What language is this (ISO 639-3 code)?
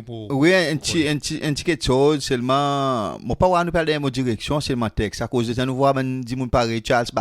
crs